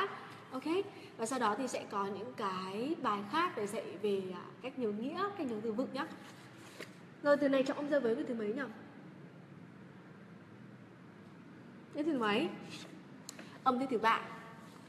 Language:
Vietnamese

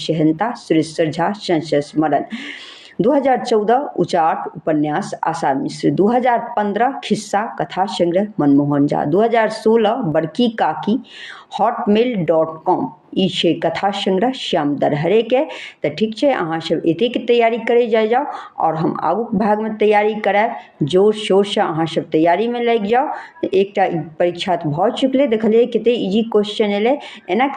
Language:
Maithili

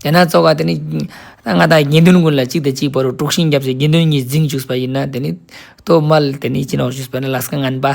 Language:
Ladakhi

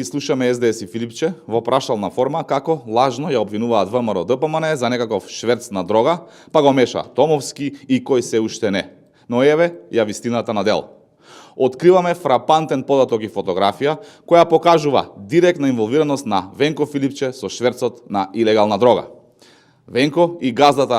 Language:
Macedonian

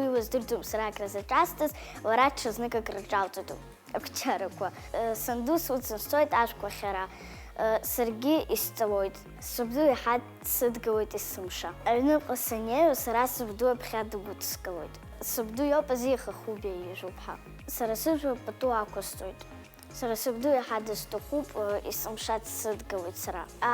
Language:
Abkhazian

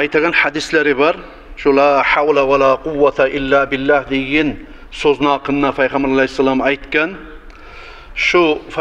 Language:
Kumyk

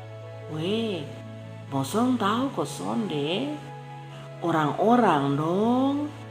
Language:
Kupang Malay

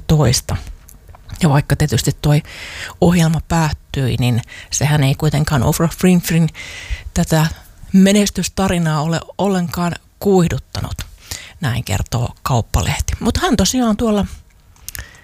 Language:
Finnish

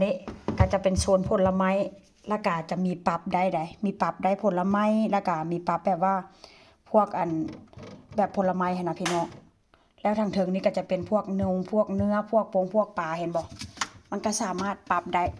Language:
Northeastern Thai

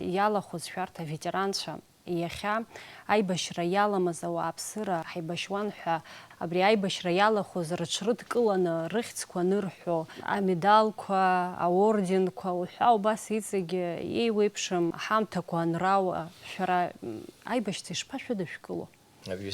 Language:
Abkhazian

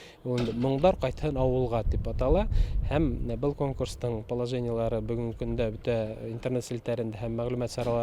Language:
Bashkir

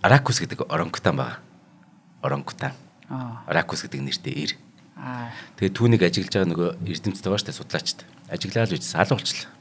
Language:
Mongolian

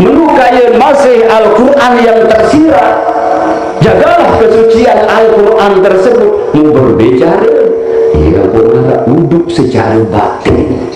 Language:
Sasak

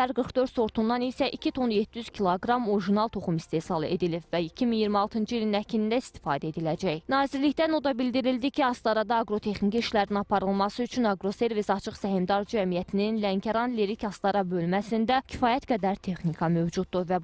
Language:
Azerbaijani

